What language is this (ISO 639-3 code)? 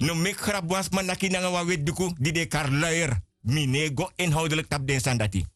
srn